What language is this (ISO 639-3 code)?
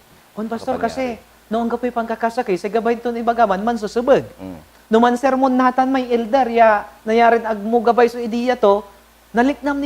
pag